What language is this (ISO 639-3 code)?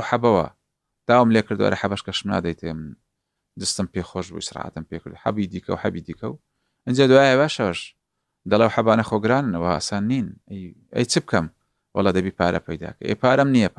ckb